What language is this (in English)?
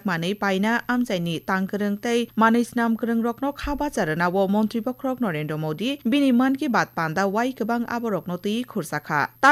Kok Borok